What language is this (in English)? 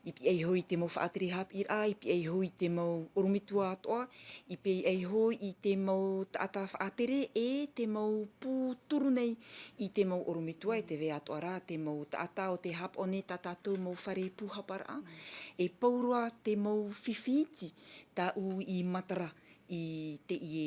Tahitian